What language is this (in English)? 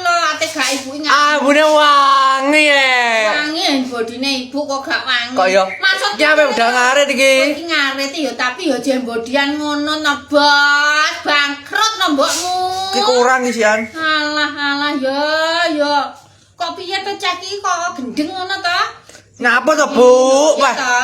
Javanese